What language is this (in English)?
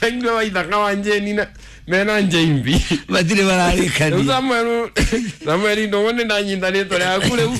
Kikuyu